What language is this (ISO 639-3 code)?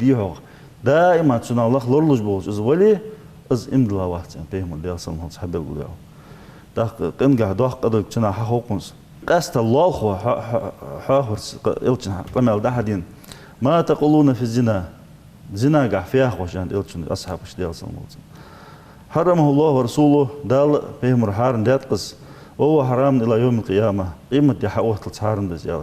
inh